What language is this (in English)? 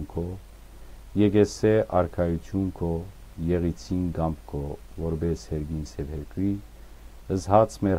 Western Armenian